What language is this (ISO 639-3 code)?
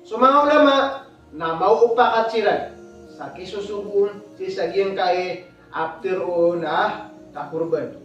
mrw